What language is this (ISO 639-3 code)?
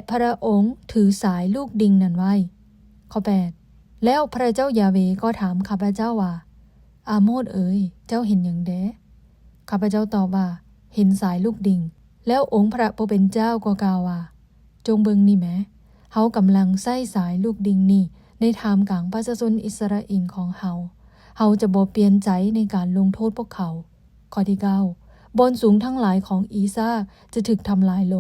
lao